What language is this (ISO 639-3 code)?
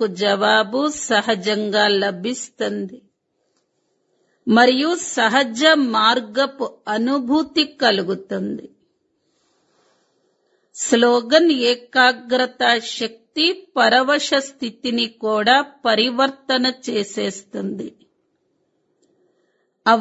tel